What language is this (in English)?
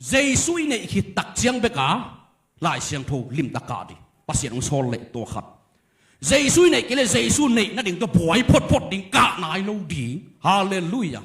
Tedim Chin